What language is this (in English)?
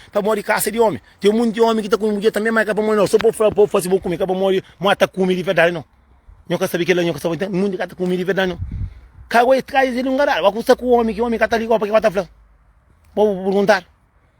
Kabuverdianu